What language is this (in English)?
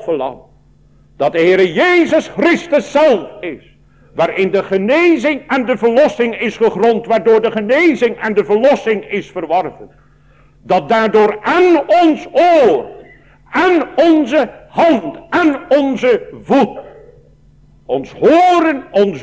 Dutch